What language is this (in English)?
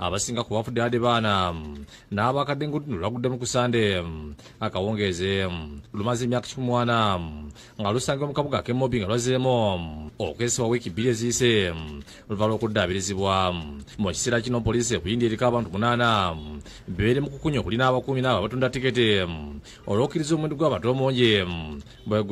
Ganda